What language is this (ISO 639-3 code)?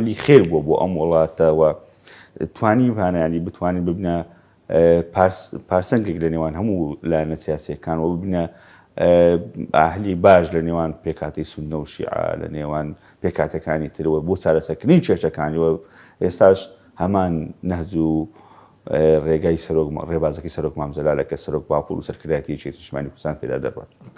ckb